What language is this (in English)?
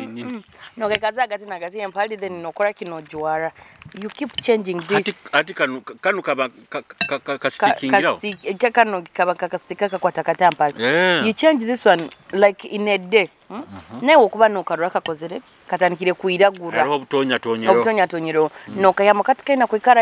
Nyoro